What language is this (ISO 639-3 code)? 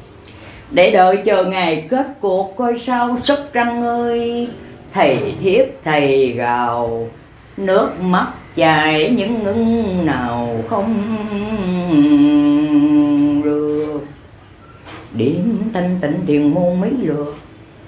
vie